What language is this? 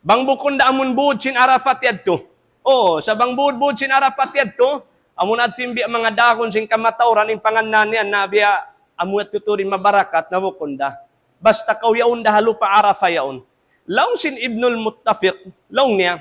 Tausug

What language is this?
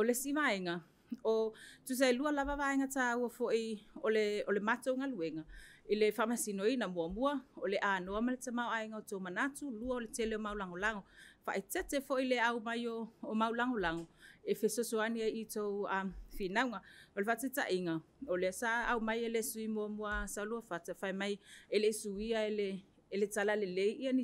Samoan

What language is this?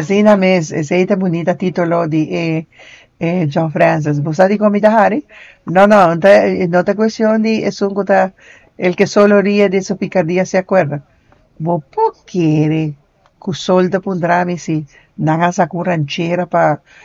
Papiamento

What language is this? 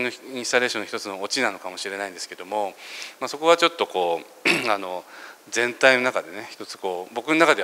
Japanese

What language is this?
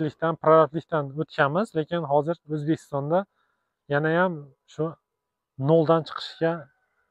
Uzbek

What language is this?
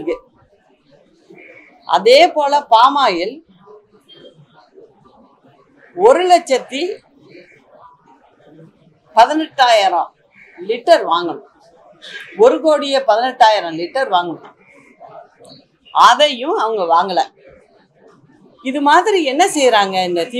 Tamil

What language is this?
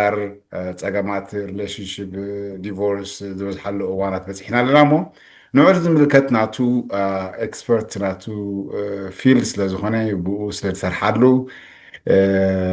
Tigrinya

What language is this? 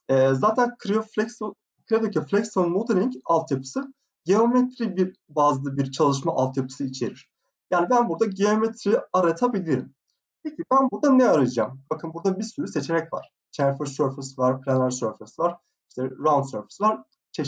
Turkish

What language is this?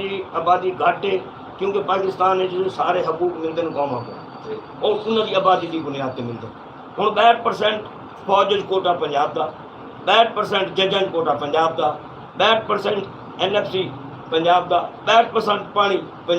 Saraiki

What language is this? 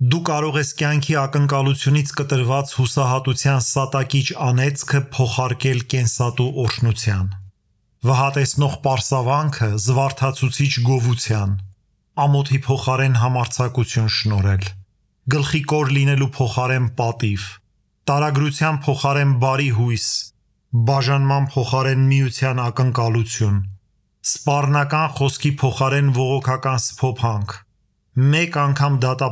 Armenian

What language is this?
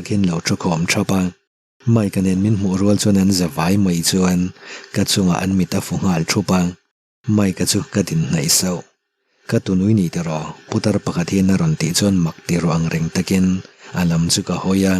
Mizo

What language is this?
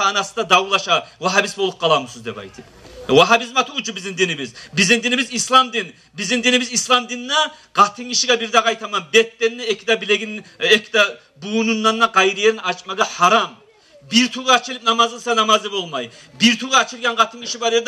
Kumyk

